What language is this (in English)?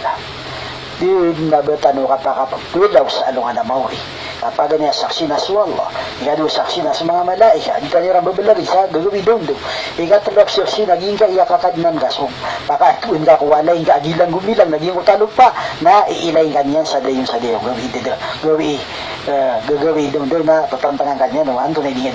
Maranao